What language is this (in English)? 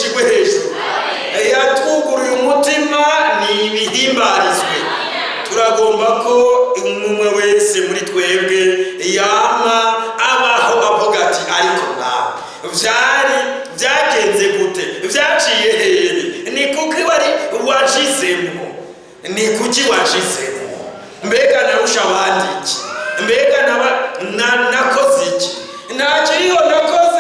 Rundi